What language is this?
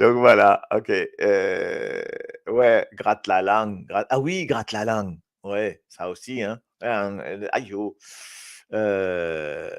Morisyen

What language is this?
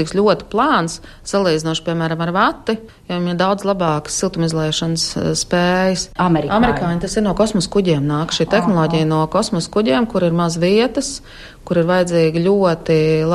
Latvian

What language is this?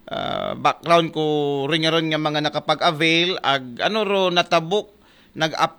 Aklanon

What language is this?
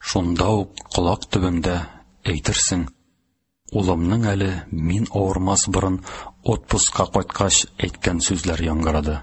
Tatar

